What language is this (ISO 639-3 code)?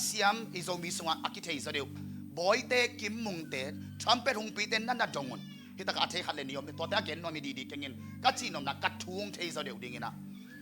ctd